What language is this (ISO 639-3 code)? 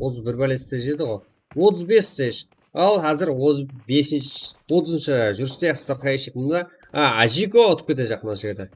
kaa